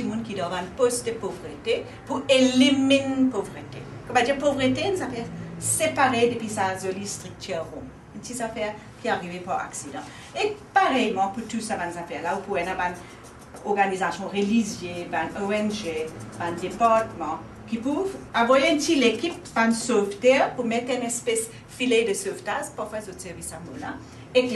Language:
Morisyen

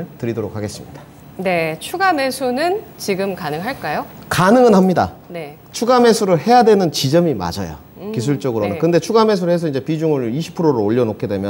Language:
Korean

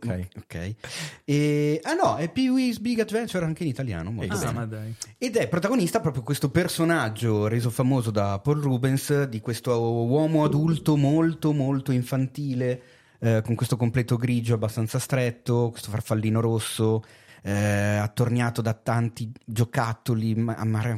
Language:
Italian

